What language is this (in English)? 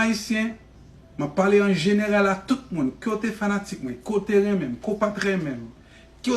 Haitian Creole